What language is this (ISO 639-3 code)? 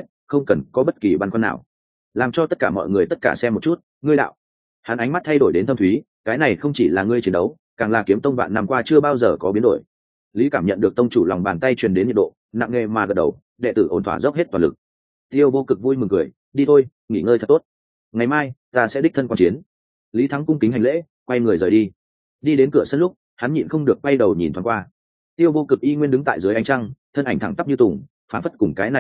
vie